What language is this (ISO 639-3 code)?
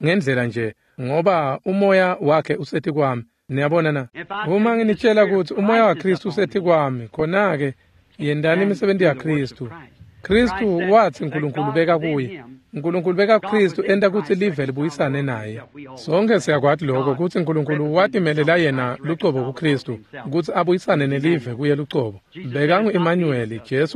ssw